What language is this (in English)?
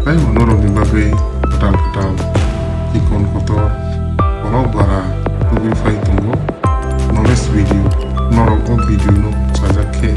Kok Borok